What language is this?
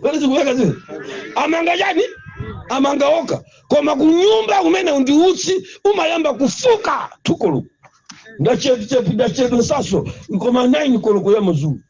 Nyanja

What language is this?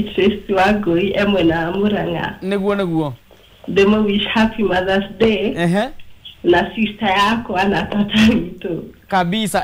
Kikuyu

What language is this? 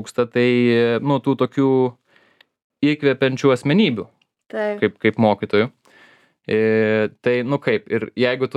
Lithuanian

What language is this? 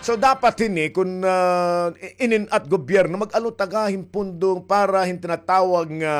Waray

